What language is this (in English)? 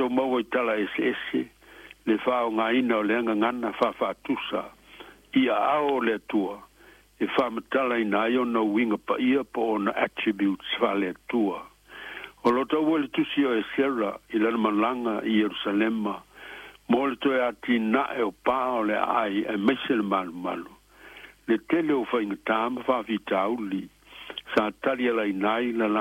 Samoan